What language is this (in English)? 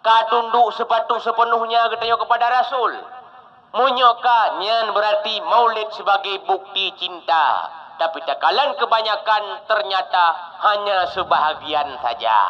Achinese